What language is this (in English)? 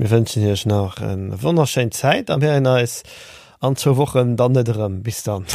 Luxembourgish